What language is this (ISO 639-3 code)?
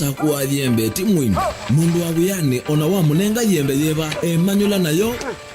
kam